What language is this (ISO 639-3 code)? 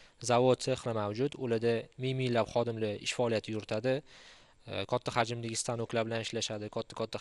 uzb